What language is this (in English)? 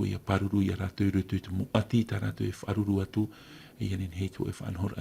Tahitian